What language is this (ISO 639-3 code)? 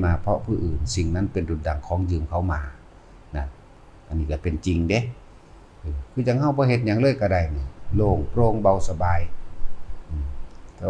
lao